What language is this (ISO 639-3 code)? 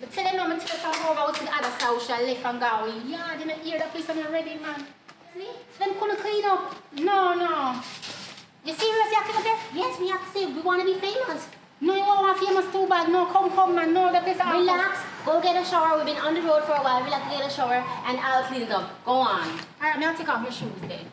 jam